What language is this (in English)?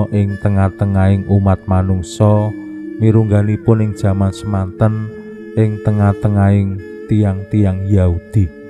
Javanese